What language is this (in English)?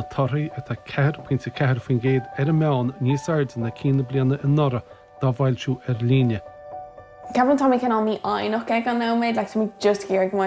Irish